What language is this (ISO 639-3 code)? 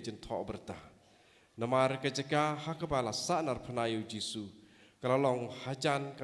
kha